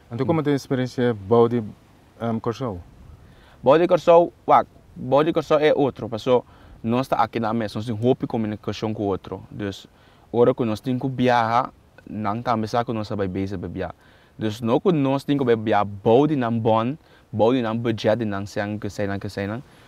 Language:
Papiamento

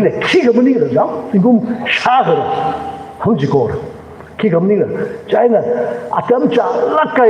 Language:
Tangkhul Naga (India)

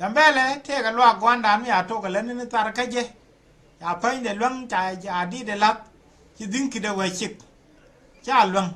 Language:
Nuer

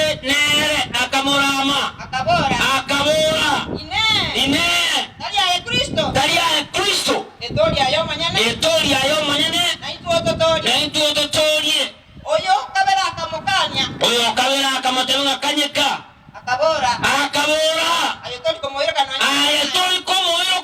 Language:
Gusii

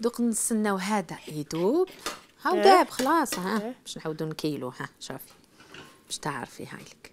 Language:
Algerian Arabic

